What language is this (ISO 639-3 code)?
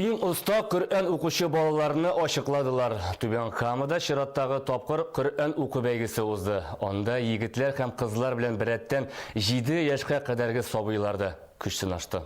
tat